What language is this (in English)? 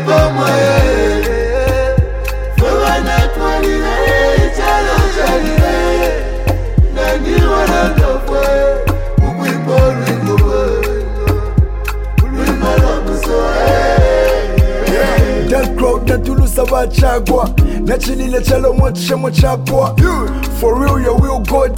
Bemba